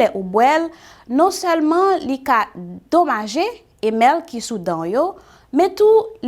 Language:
Haitian Creole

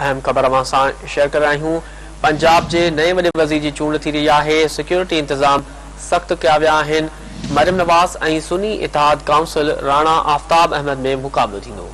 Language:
Sindhi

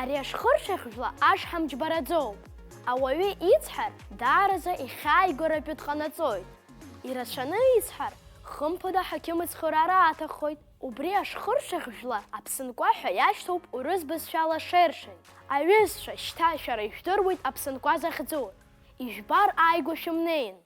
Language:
Abkhazian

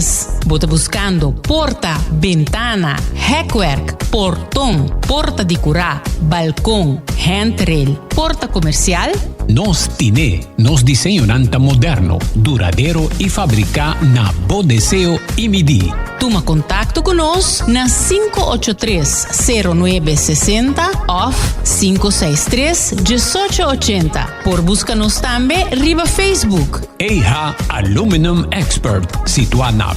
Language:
Papiamento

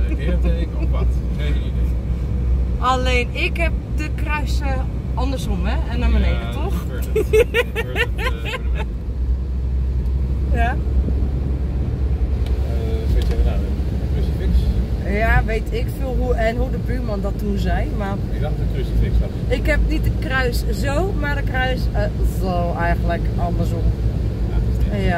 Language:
Dutch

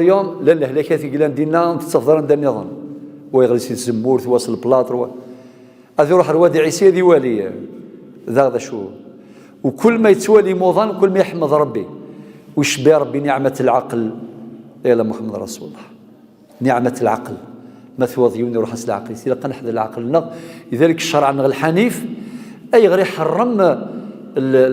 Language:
Kabyle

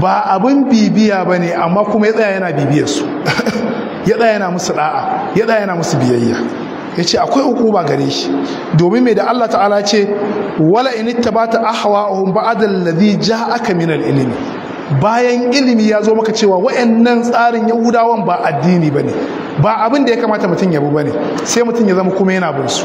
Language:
Hausa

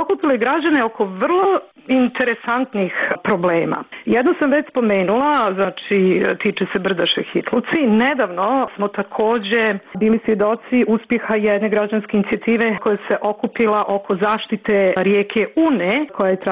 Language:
Bosnian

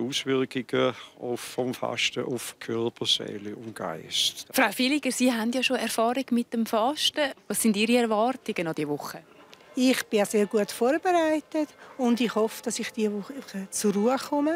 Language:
Swiss German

